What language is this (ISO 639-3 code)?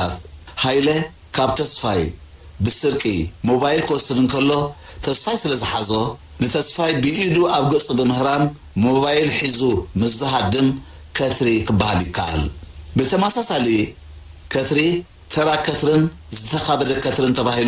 tir